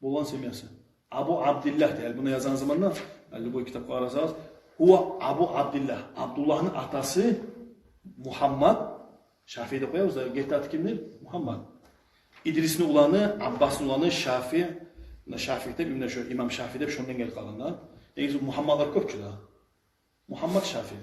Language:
Kumyk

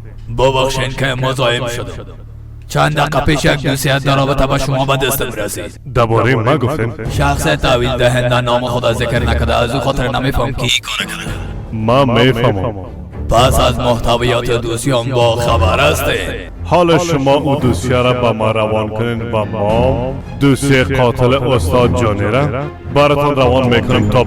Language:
Persian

